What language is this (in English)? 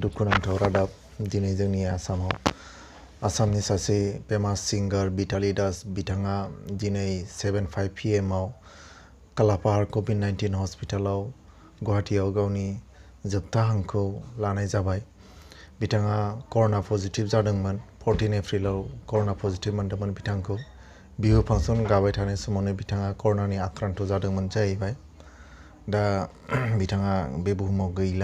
Bodo